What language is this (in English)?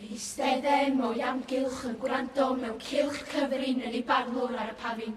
Welsh